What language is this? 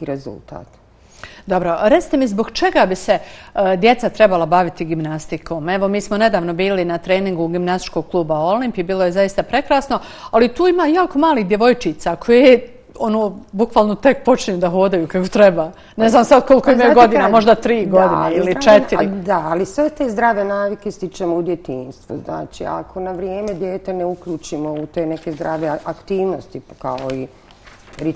Bosnian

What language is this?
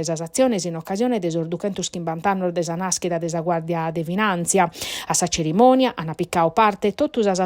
Sardinian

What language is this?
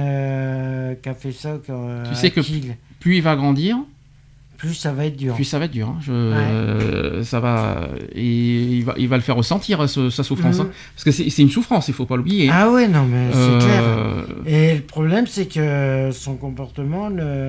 French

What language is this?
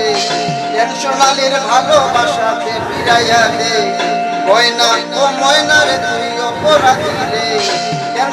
Sylheti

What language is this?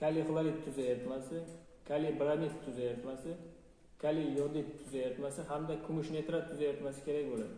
Uzbek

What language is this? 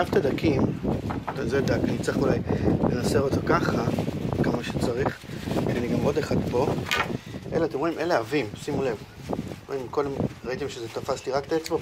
Hebrew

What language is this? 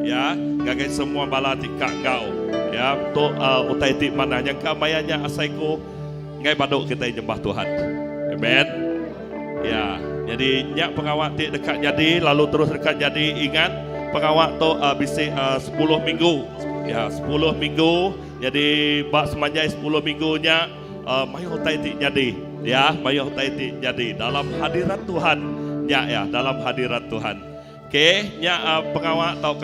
Iban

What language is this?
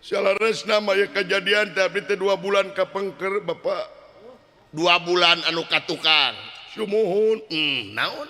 Sundanese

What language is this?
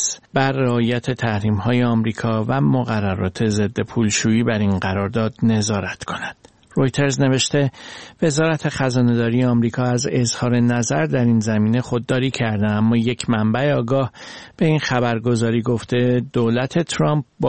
Persian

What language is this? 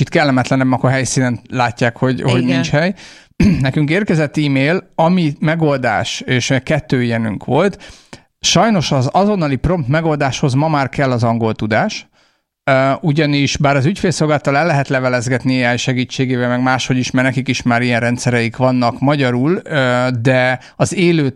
Hungarian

